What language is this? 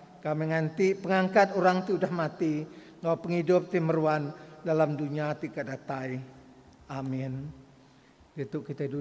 Iban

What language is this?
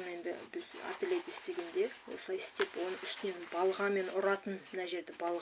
Kazakh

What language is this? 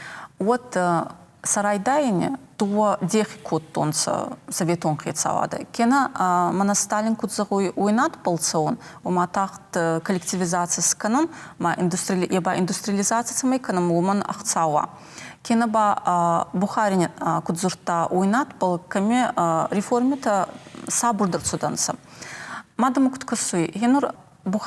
Ossetic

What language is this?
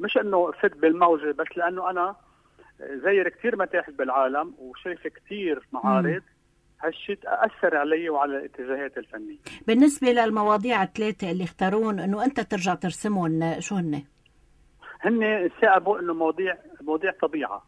North Levantine Arabic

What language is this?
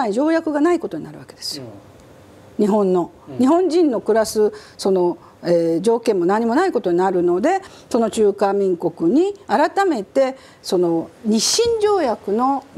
Japanese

